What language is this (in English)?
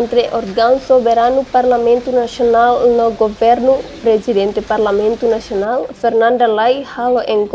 Tetum